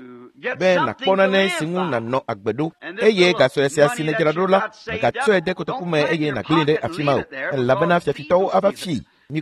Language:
Ewe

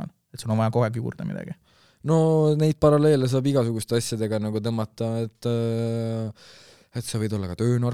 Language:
Estonian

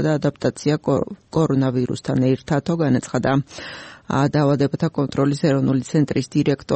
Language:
Georgian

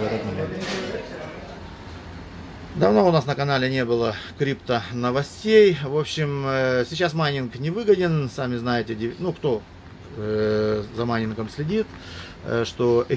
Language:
Russian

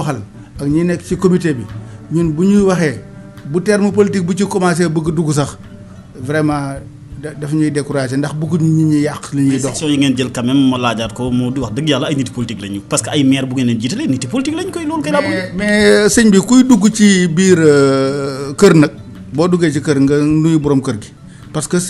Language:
Wolof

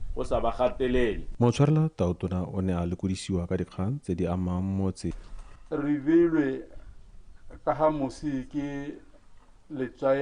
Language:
Tswana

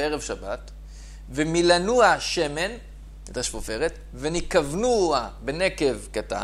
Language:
Hebrew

